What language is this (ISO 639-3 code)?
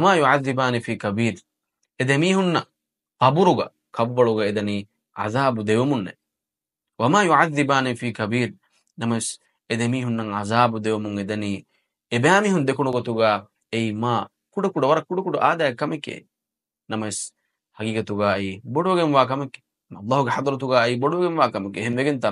div